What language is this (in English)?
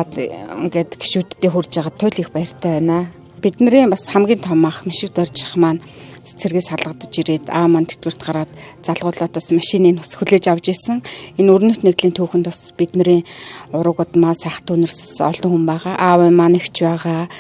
Mongolian